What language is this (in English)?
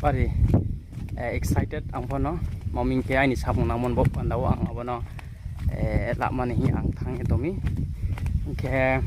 Riang (India)